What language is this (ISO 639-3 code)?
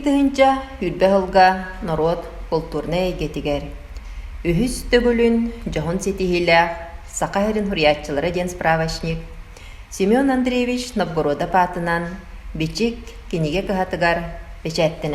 sah